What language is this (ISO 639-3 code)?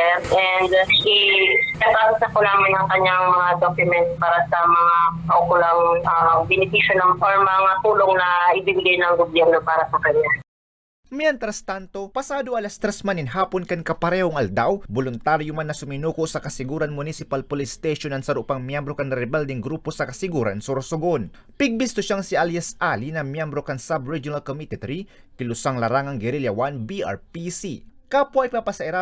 bik